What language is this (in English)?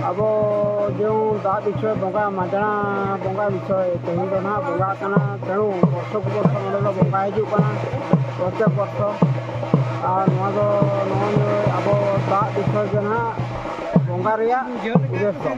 Santali